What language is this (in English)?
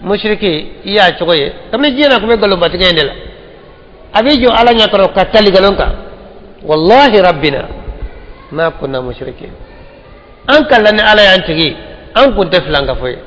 Bambara